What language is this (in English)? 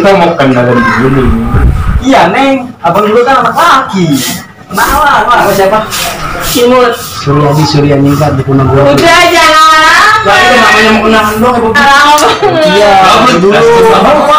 Betawi